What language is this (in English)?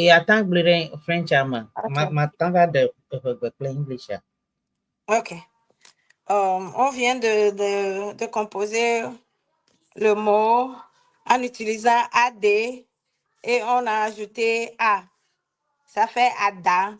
Ewe